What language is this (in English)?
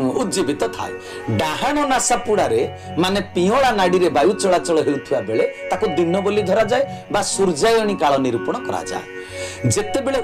Odia